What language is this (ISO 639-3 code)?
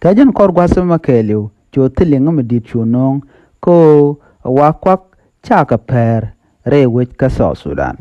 nus